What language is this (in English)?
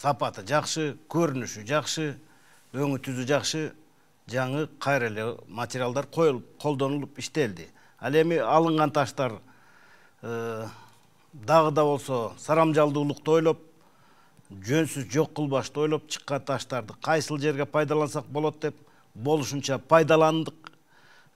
Kyrgyz